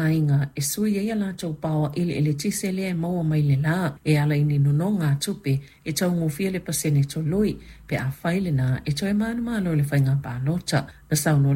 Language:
Samoan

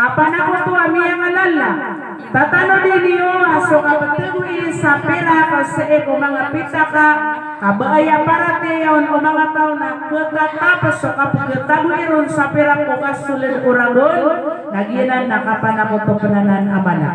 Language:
Maranao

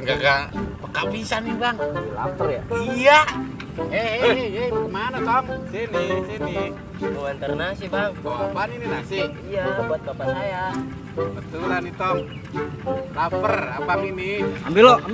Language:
Betawi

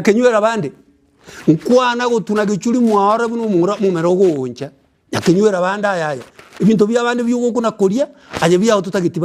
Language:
Gusii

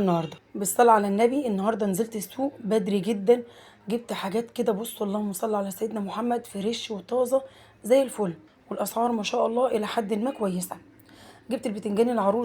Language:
Egyptian Arabic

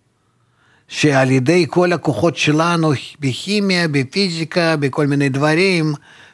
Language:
Hebrew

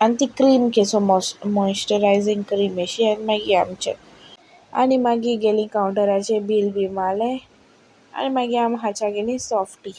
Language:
Konkani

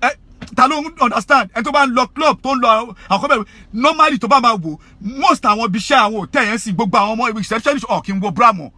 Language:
Yoruba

